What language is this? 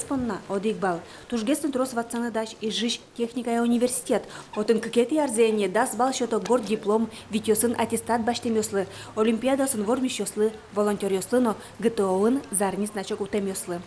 Udmurt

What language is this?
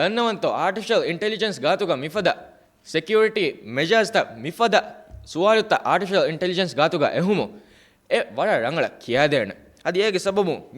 Divehi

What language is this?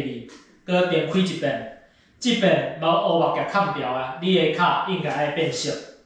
Min Nan Chinese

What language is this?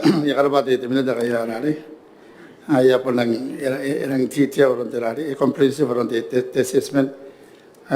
Gilbertese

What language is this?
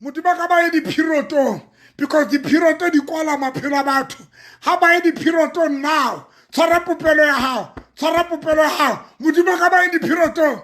Southern Sotho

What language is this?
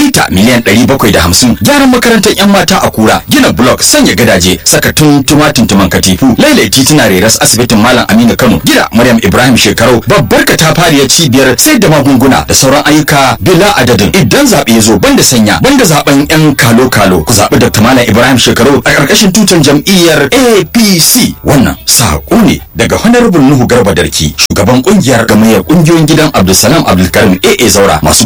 Hausa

